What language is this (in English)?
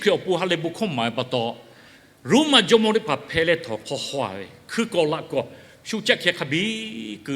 Lahu